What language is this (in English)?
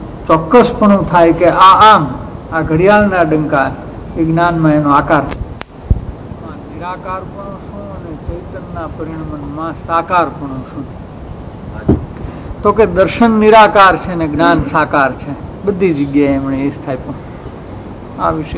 Gujarati